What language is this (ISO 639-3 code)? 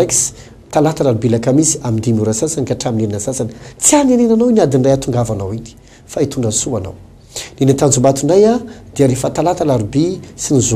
mlg